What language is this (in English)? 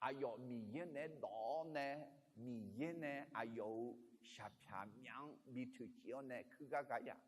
Akha